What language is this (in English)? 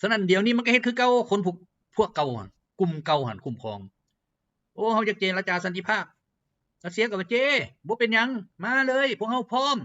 Lao